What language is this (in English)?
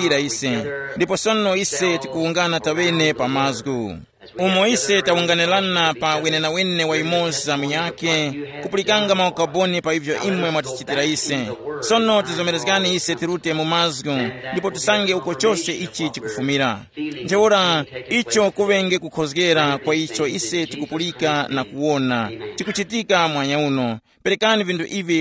Tumbuka